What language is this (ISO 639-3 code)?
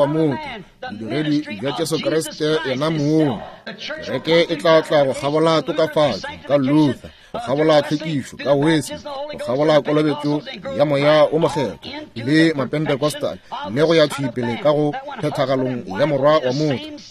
nso